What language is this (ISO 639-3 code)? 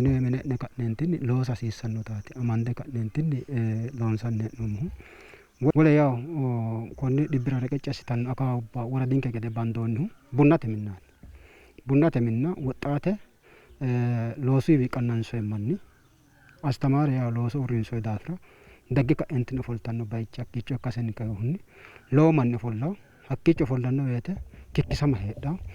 sid